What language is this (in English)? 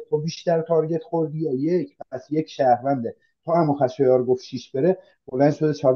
Persian